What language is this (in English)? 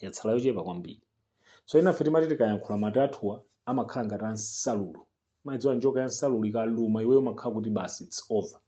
Nyanja